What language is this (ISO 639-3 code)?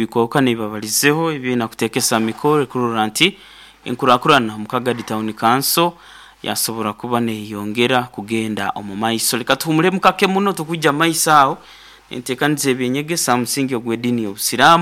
nyo